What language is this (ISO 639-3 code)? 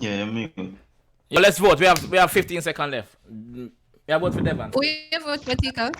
jam